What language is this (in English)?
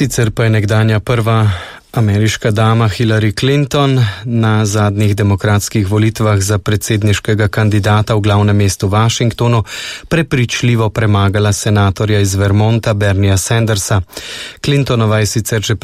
Slovenian